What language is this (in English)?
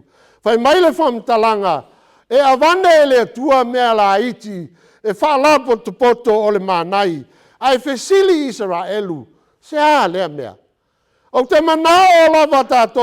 Samoan